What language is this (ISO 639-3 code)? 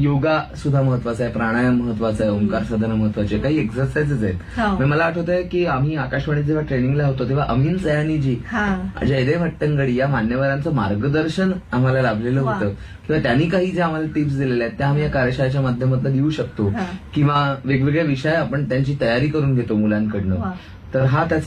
mar